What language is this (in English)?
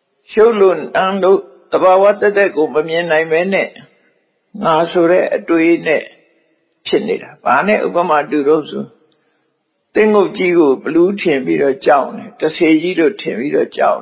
Burmese